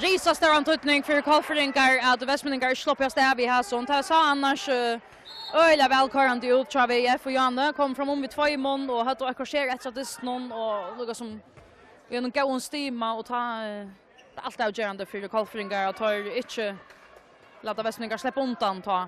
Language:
Faroese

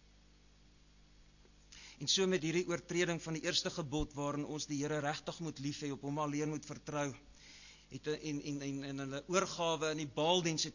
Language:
Afrikaans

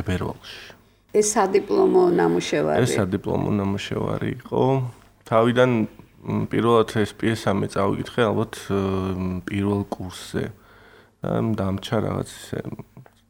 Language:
Georgian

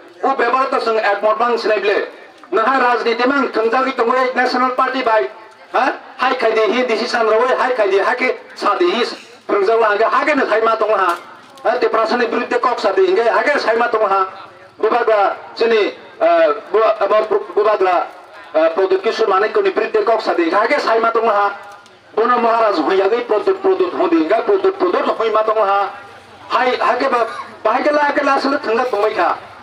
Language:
Kok Borok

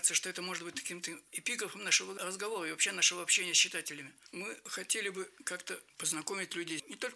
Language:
Russian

